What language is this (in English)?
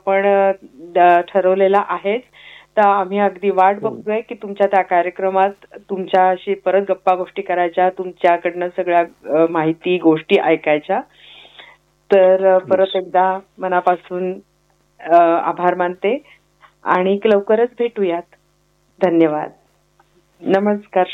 Marathi